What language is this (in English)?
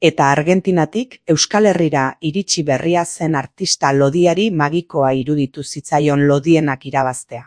Basque